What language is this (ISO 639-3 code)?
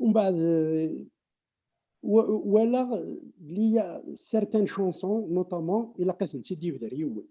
kab